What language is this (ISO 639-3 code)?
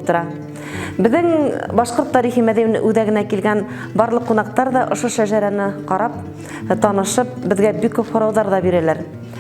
bak